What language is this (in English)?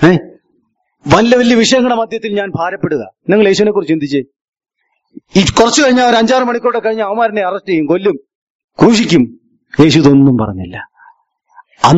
Malayalam